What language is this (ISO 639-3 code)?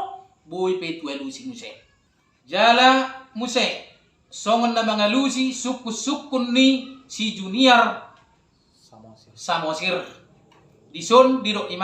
bbc